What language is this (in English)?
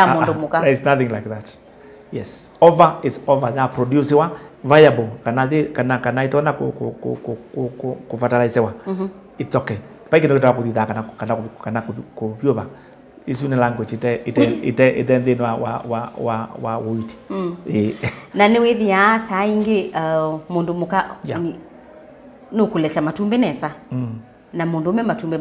Kamba